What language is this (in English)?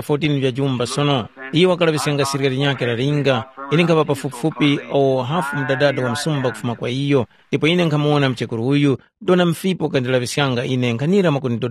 Tumbuka